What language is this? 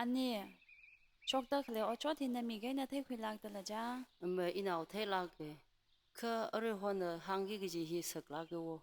Tangkhul Naga (India)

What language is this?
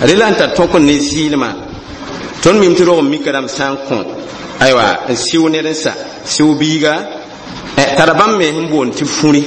Mossi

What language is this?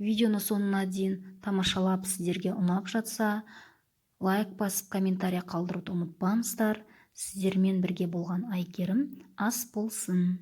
Kazakh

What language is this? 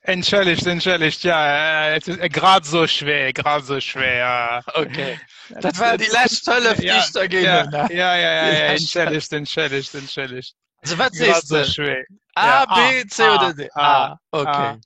Luxembourgish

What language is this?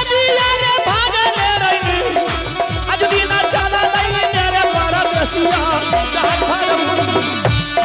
Angika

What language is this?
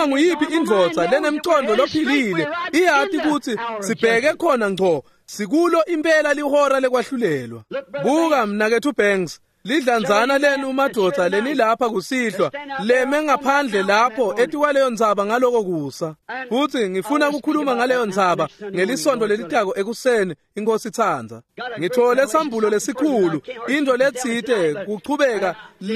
Swati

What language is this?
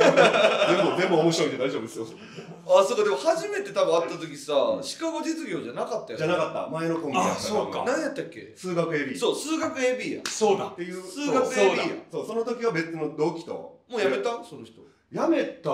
Japanese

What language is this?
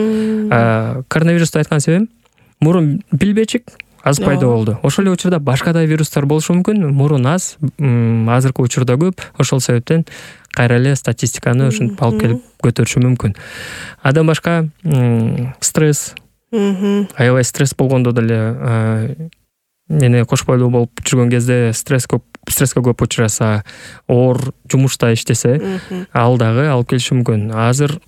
Kyrgyz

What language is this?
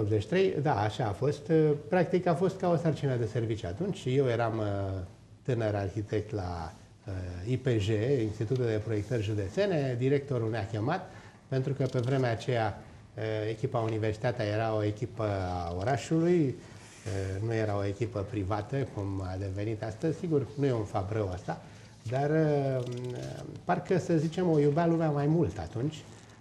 Romanian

